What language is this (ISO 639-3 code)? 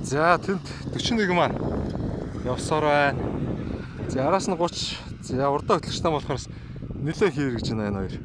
mon